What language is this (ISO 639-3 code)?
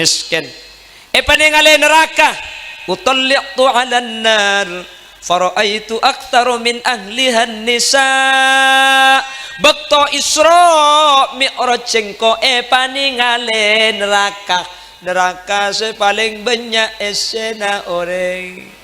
mad